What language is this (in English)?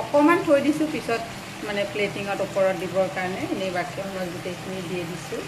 Assamese